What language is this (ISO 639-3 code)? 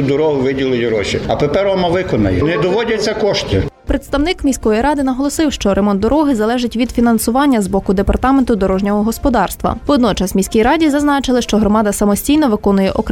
ukr